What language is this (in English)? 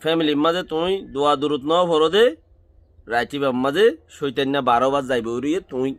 Rohingya